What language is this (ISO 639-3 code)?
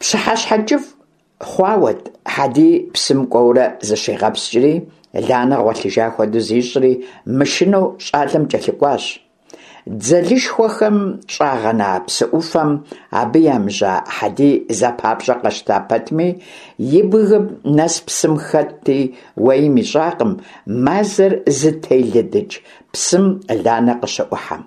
kbd